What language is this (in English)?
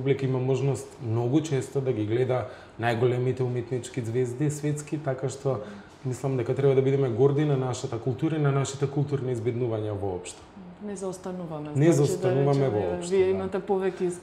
Macedonian